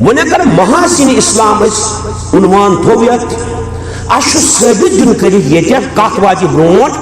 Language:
Kashmiri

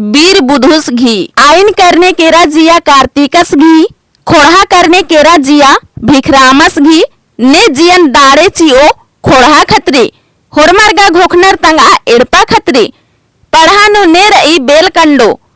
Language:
Kurukh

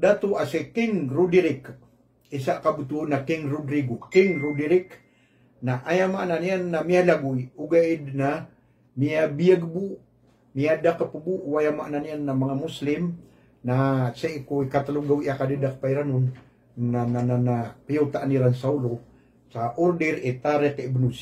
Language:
Maranao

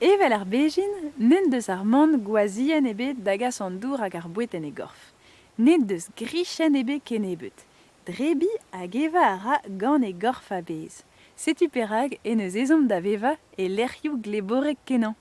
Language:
Breton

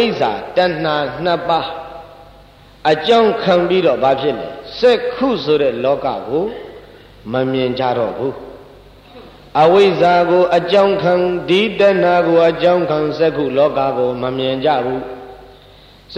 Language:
Burmese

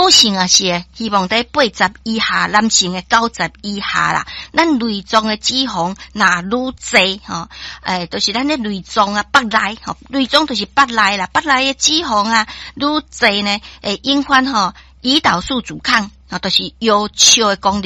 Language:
Min Nan Chinese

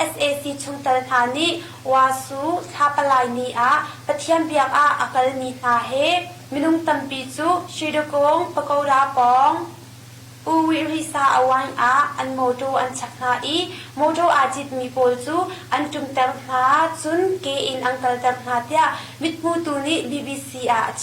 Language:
Hakha Chin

